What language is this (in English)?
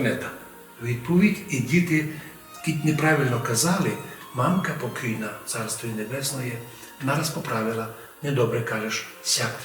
Rusyn